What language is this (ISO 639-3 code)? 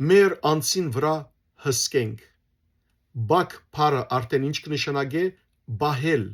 hyw